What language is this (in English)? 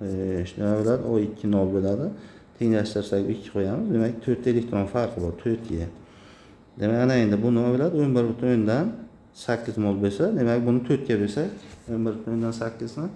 Uzbek